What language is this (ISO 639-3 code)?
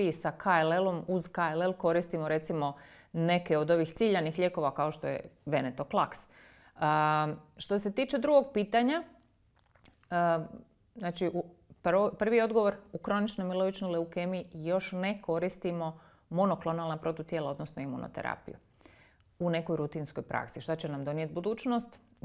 hrv